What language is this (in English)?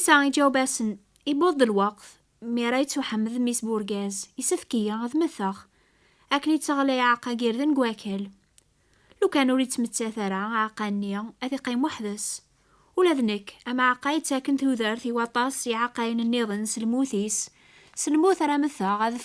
Kabyle